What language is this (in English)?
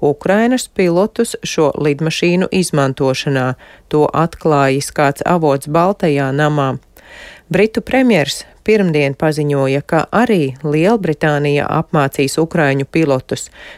Latvian